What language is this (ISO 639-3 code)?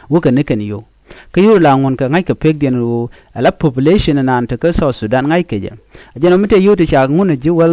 nus